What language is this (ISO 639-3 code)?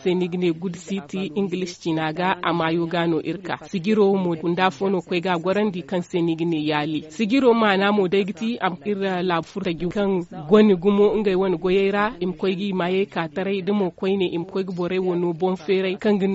dje